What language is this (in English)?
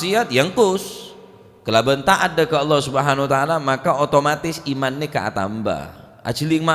Madurese